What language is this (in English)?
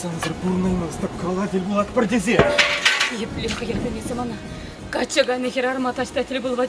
Chuvash